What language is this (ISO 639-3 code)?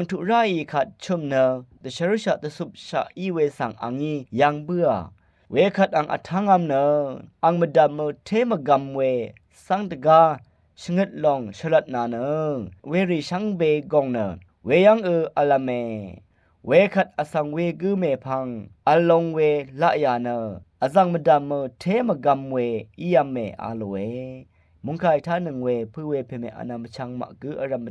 raw